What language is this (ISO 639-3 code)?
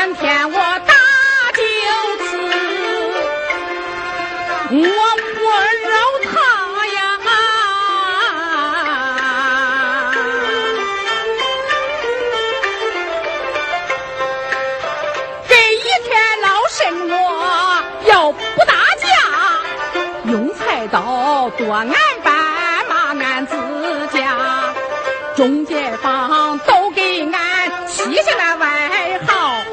zho